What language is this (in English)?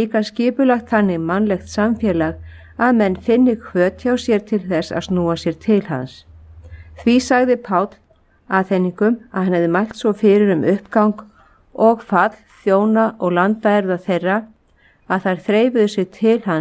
Icelandic